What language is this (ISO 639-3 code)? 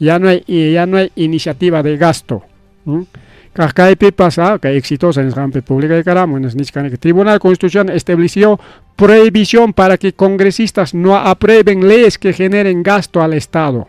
quy